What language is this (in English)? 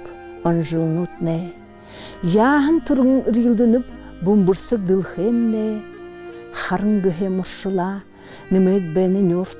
Buriat